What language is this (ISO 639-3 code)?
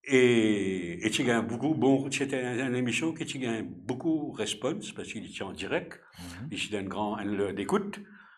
mfe